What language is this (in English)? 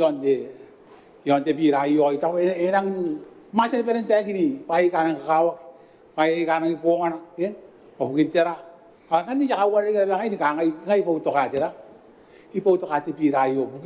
Gilbertese